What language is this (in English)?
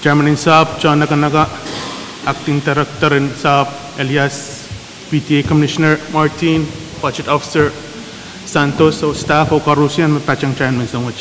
Pohnpeian